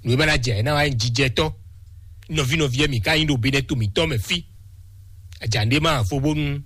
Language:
Fon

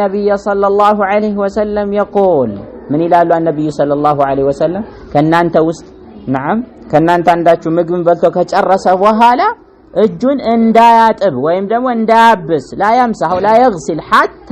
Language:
Amharic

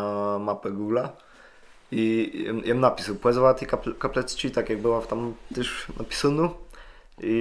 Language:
Kashubian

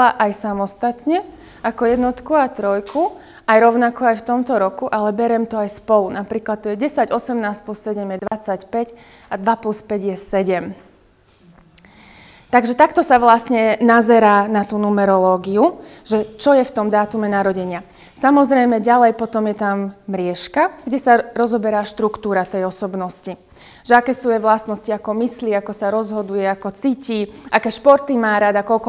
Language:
Slovak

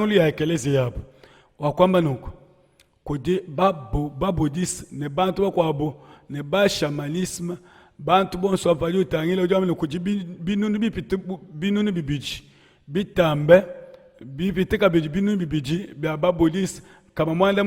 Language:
Luba-Lulua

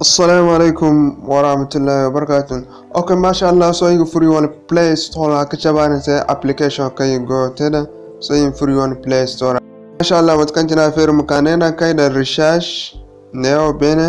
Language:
Zarma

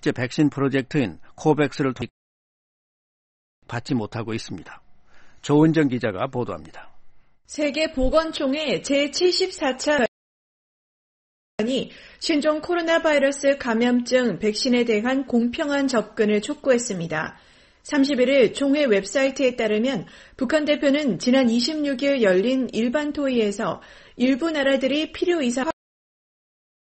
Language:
Korean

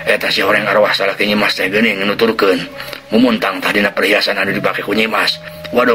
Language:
Sundanese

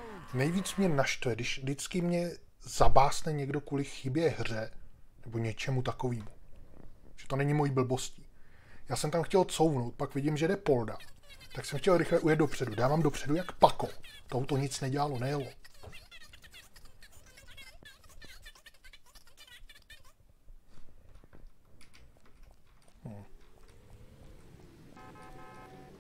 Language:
Czech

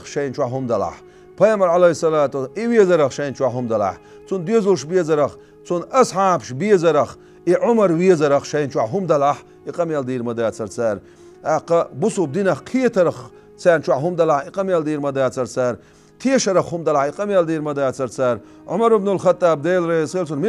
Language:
Chechen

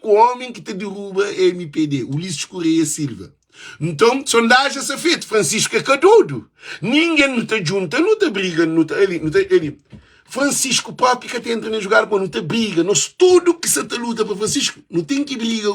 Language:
Kabuverdianu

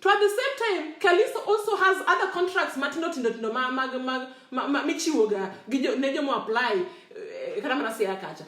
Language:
Luo (Kenya and Tanzania)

